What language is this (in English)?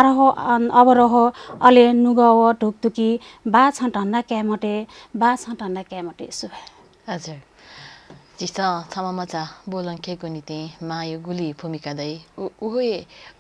Newari